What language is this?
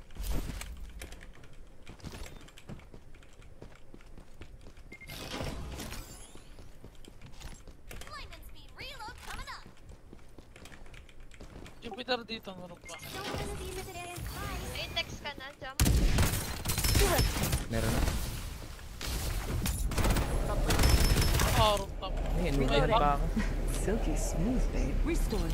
Filipino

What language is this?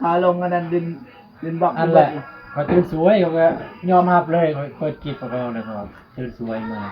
Northeastern Thai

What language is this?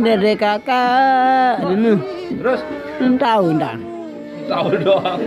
Sasak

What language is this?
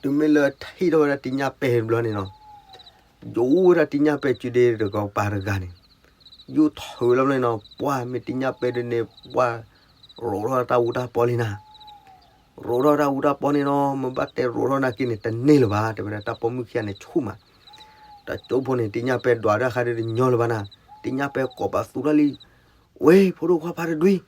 S'gaw Karen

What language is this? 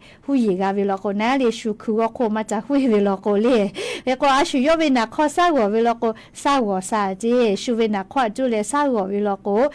Lahu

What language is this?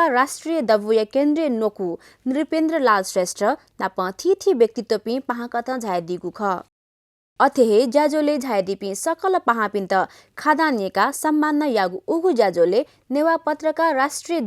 Newari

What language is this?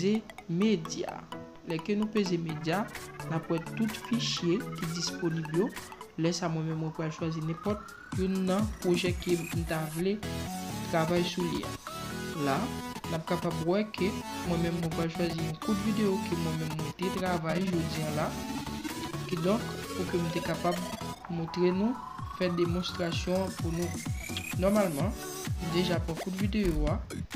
Haitian Creole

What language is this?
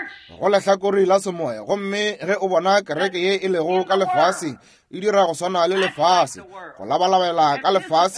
Northern Sotho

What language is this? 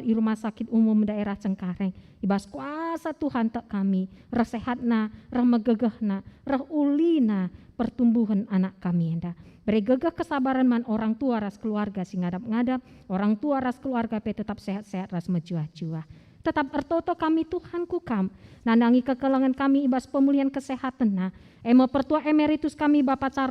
Batak Karo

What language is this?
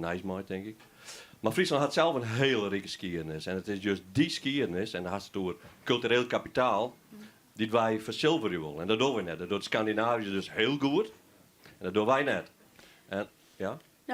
Western Frisian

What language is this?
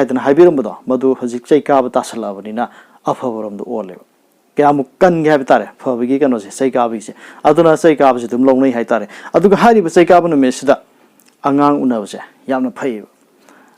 Manipuri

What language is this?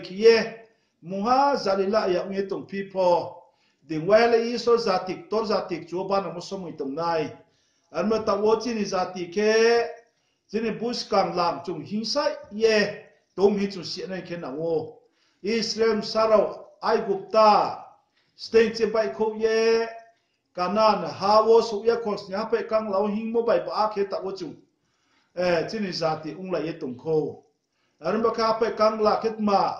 Riang (India)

